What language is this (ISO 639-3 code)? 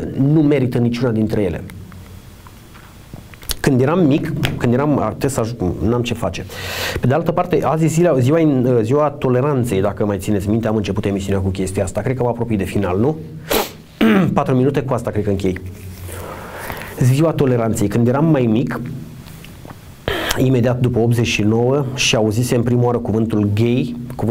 ron